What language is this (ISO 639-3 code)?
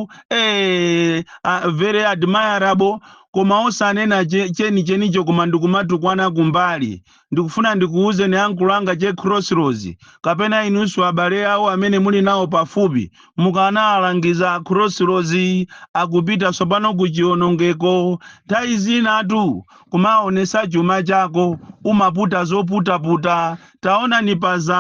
nya